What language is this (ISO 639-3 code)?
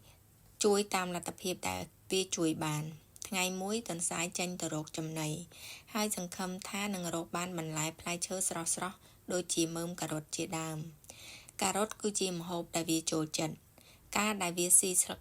khm